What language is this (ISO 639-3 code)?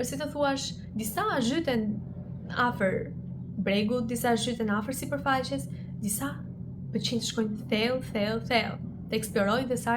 sqi